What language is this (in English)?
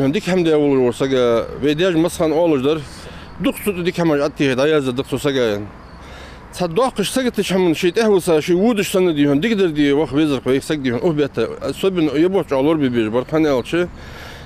Ingush